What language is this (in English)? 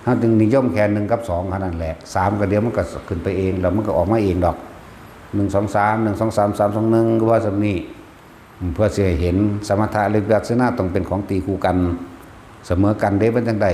Northeastern Thai